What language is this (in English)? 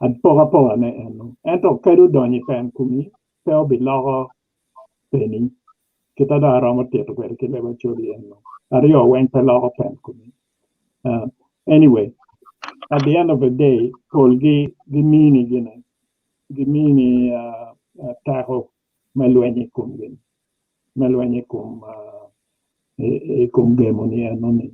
Acoli